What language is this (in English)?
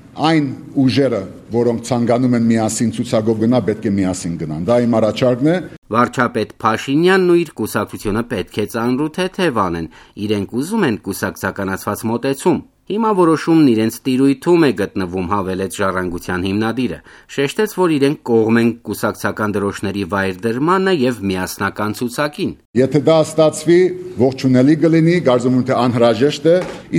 Armenian